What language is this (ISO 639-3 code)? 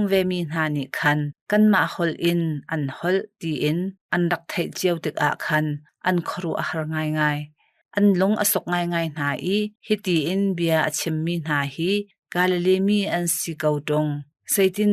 cnh